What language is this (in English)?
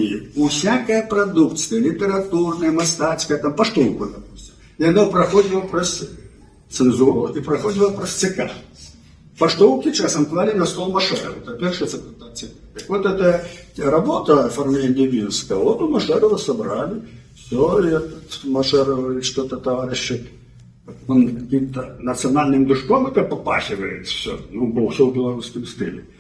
Belarusian